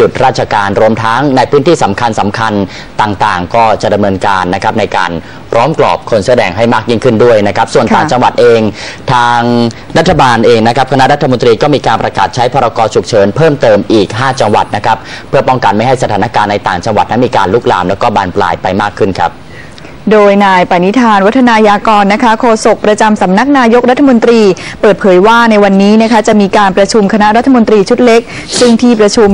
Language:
Thai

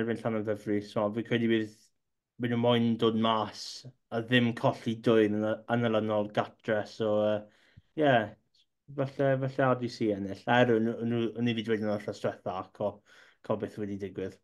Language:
Welsh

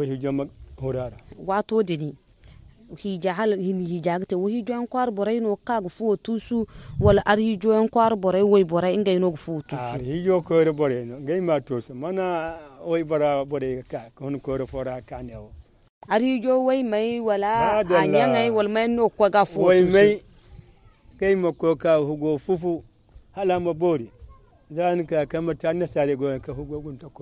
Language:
Zarma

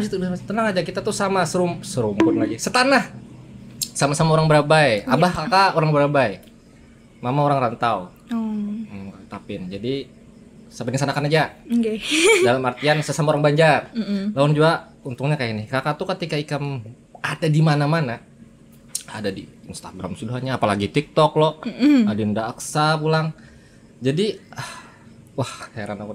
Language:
Banjar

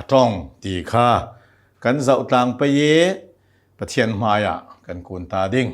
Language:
Hakha Chin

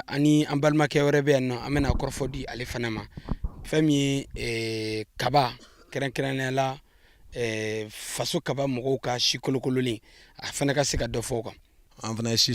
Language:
Bambara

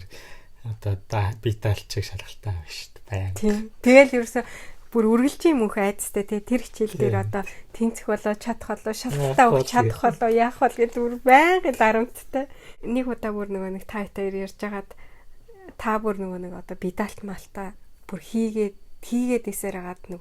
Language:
Mongolian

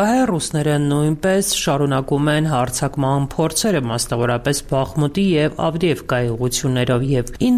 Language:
Armenian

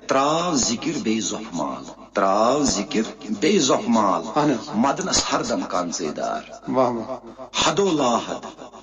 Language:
Kashmiri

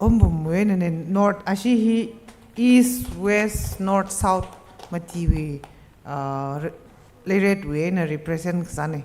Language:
Tangkhul Naga (India)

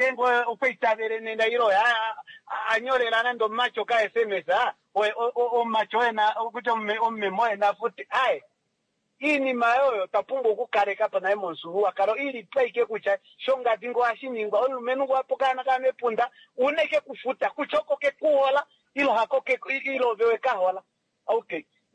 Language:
Kuanyama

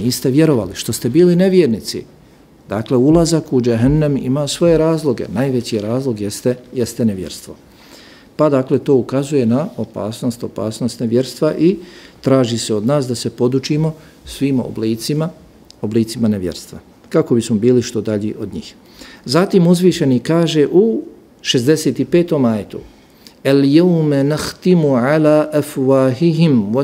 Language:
Bosnian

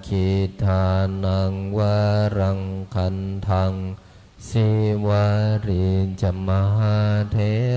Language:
Pali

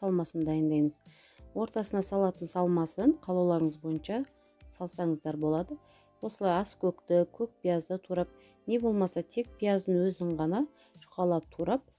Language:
Kazakh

